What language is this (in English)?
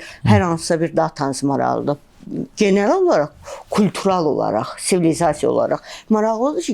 Azerbaijani